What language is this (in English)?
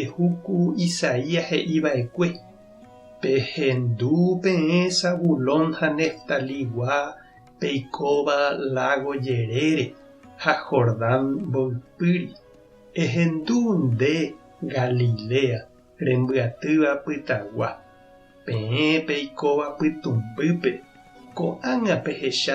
Guarani